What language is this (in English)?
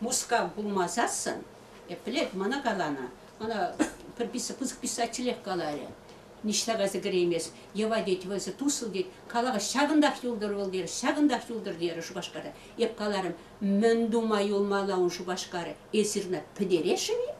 Chuvash